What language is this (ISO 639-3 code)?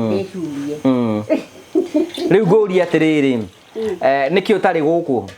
kik